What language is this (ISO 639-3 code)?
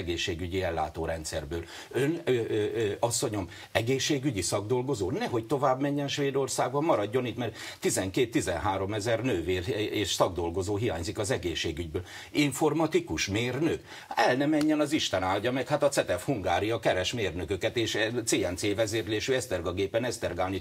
hun